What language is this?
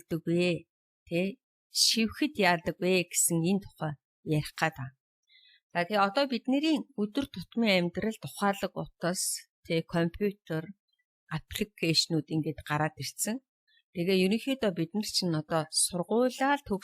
Mongolian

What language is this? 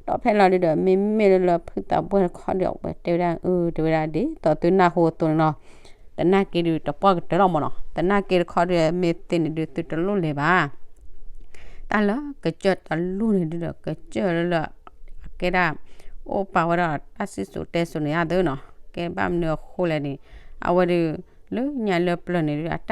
S'gaw Karen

